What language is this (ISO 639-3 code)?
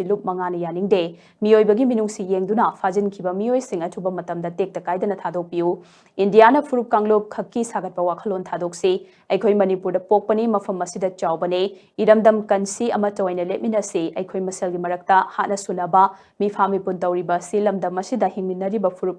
mni